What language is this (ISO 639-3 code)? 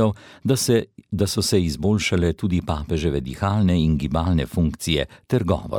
slv